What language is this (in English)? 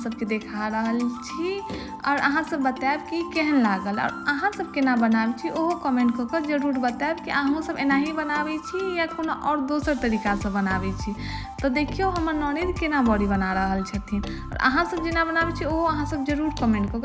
Maithili